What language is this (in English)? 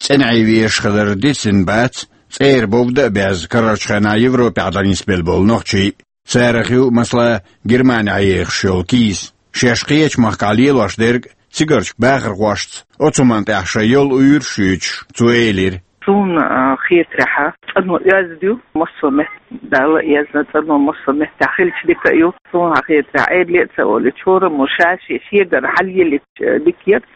Chechen